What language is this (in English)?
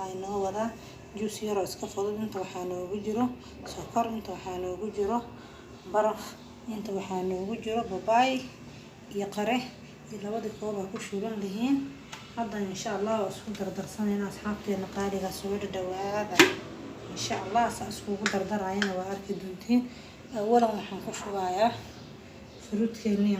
Somali